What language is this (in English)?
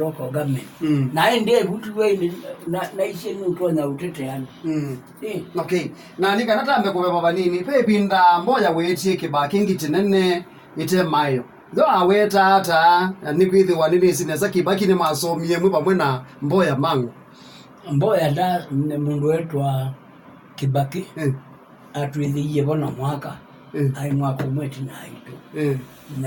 Kamba